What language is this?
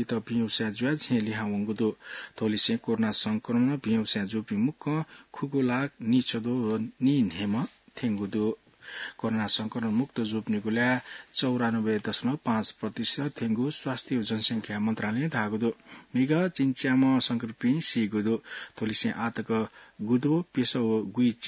Newari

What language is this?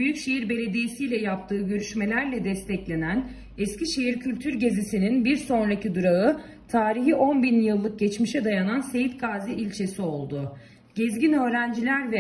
Turkish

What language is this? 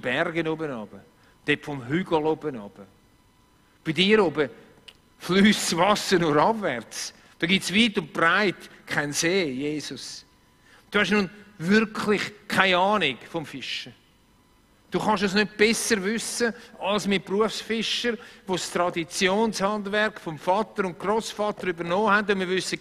Swiss German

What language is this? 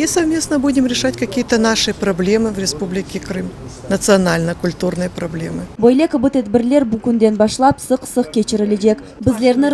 Crimean Tatar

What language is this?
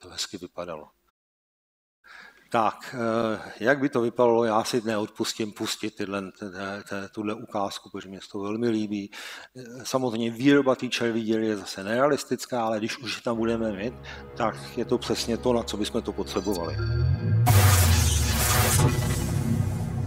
Czech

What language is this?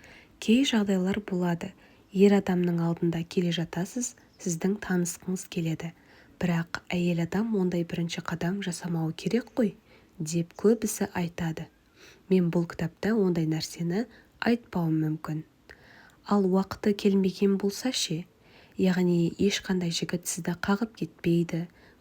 Kazakh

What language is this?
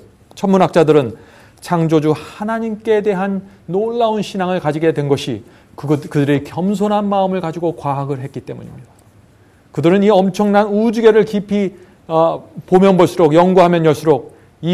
Korean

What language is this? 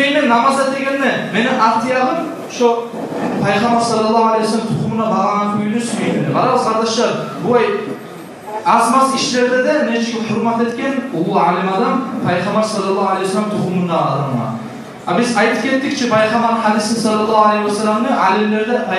Kumyk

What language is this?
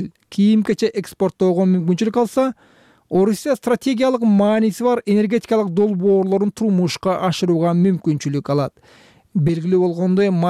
Kyrgyz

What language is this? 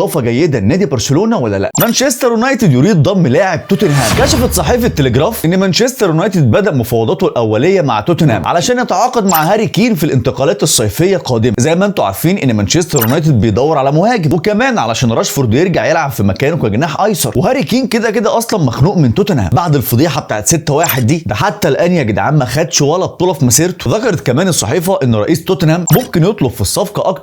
Egyptian Arabic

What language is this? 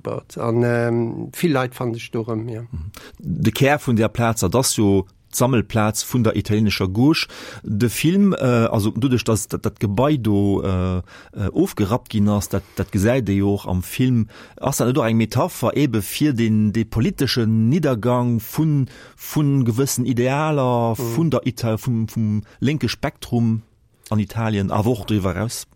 Luxembourgish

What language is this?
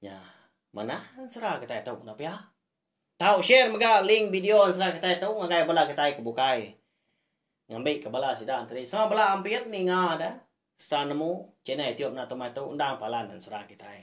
Iban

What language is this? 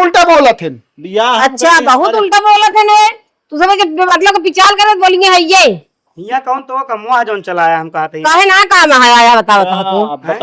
Awadhi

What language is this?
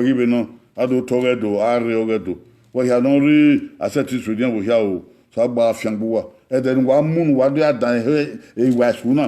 Bini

